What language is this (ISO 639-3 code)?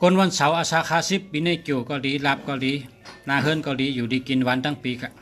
shn